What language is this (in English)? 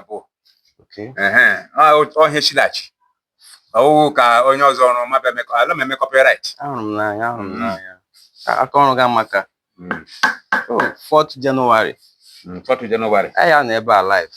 Igbo